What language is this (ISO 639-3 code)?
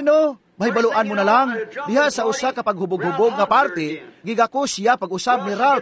ceb